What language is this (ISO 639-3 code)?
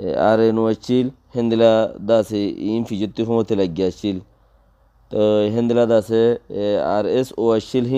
rhg